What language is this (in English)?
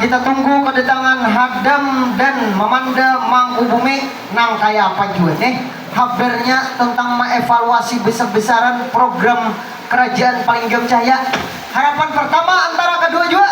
Banjar